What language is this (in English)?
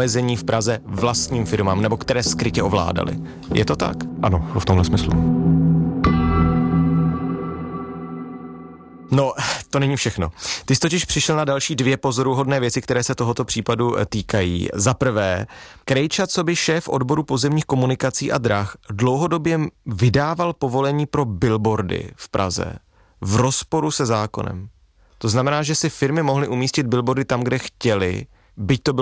Czech